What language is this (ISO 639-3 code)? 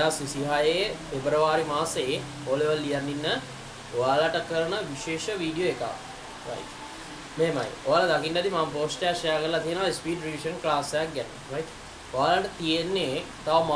sin